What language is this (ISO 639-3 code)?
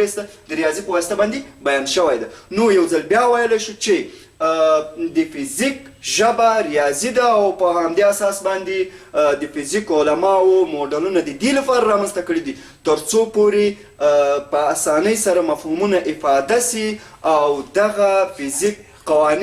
pus